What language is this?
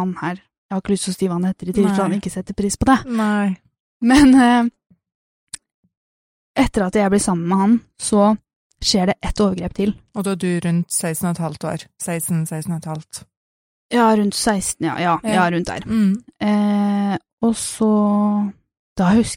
Norwegian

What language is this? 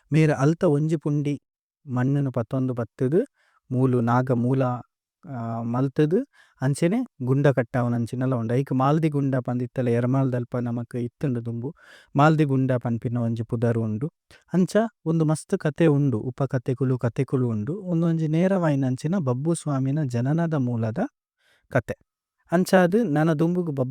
Tulu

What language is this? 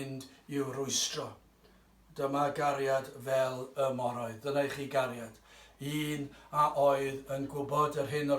Welsh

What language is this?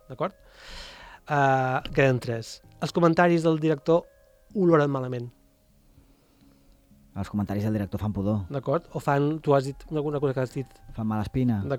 Catalan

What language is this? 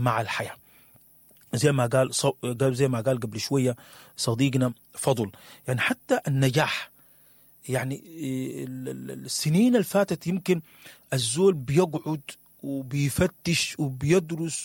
Sudanese Arabic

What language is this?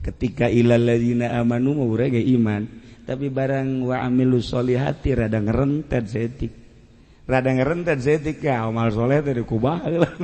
Sundanese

